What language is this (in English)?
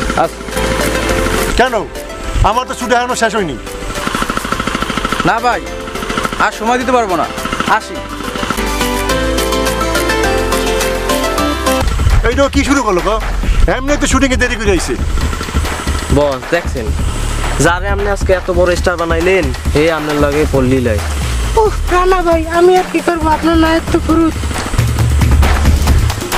Bangla